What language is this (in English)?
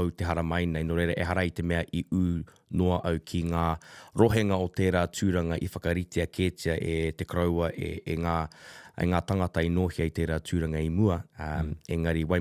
Māori